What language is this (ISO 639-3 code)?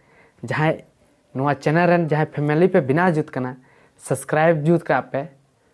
sat